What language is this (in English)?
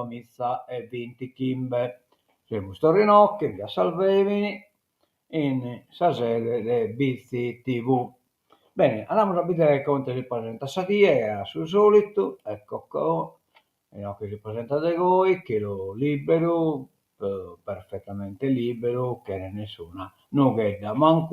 Sardinian